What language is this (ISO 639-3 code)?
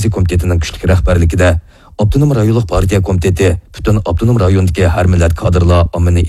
uig